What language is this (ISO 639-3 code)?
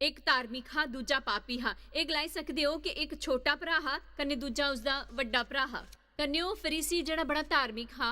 doi